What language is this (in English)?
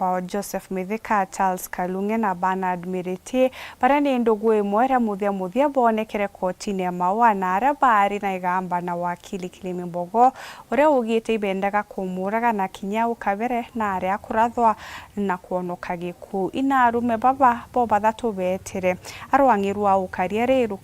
Meru